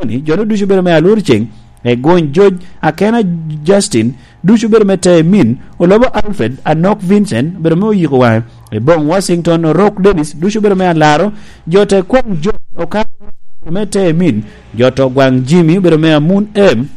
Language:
Lango (Uganda)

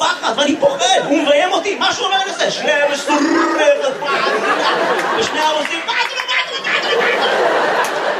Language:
Hebrew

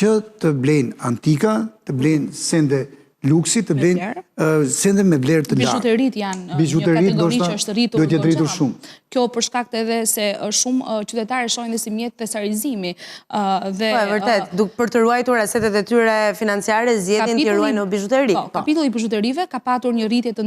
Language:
Albanian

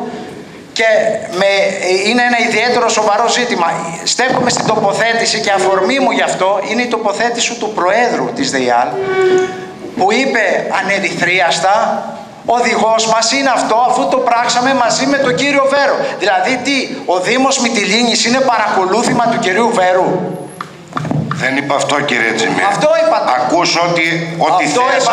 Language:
Greek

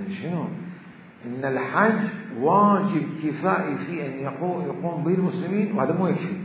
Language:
Mesopotamian Arabic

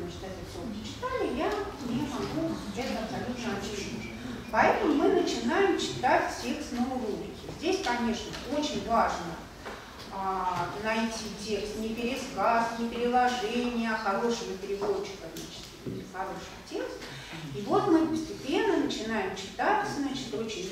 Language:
Russian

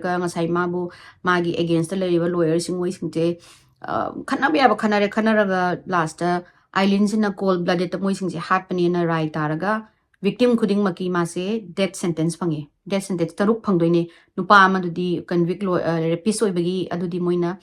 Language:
Manipuri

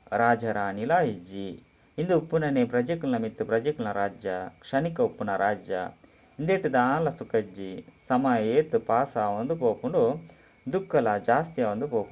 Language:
Tulu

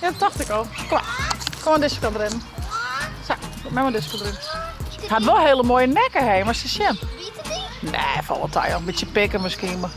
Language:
Western Frisian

